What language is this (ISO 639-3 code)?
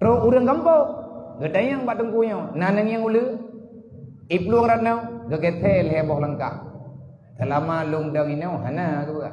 ace